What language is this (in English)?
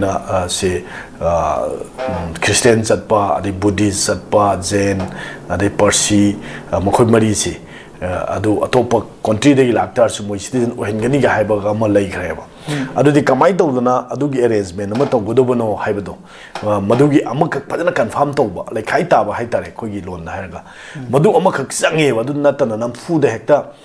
Manipuri